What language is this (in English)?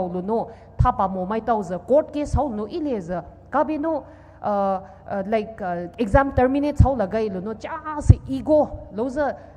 Poumei Naga